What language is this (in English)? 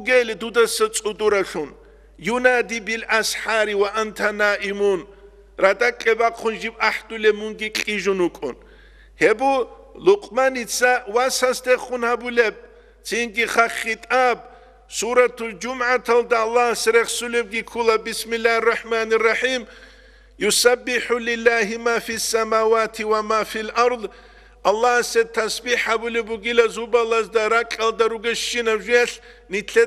Avaric